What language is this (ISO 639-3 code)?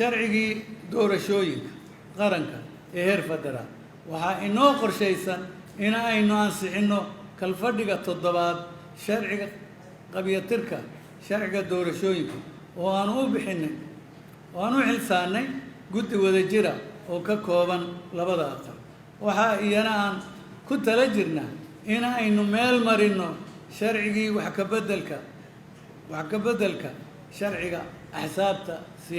som